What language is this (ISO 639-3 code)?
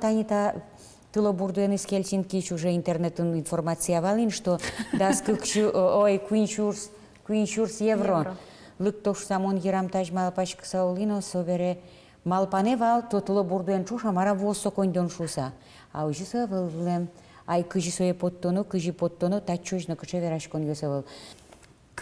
udm